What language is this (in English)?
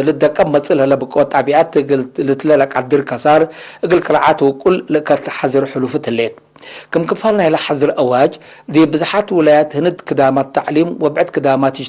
Tigre